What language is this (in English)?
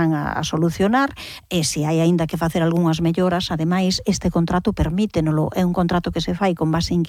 Galician